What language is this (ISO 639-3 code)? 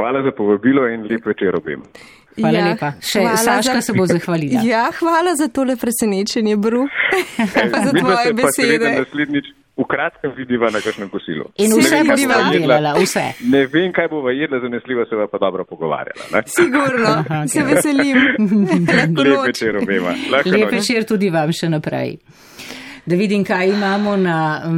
slv